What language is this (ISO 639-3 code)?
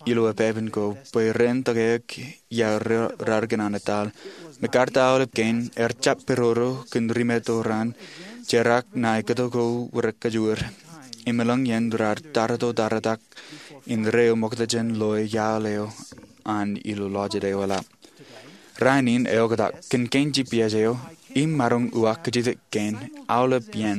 mah